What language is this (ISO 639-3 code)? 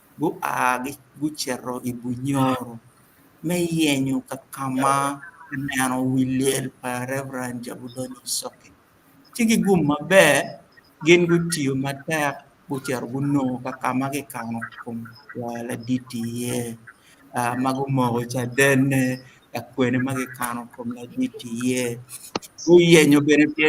ach